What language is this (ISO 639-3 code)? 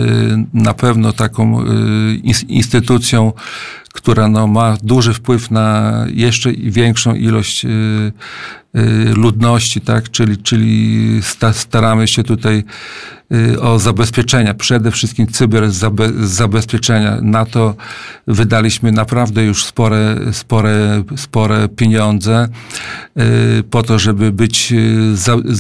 pol